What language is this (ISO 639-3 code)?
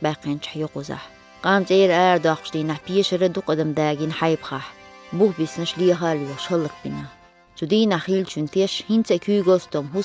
che